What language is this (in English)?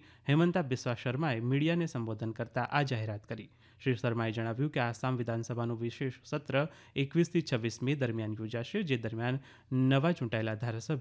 Gujarati